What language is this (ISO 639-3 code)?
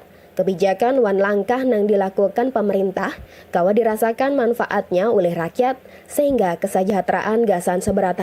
bjn